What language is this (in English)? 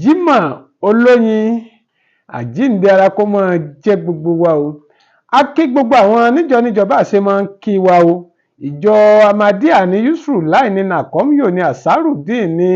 Yoruba